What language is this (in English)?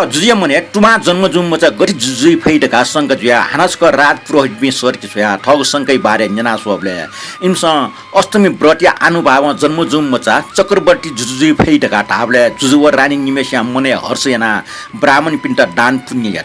Newari